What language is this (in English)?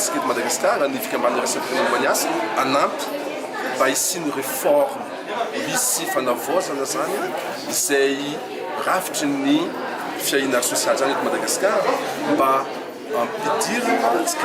Malagasy